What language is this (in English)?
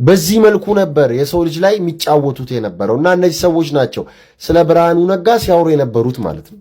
Amharic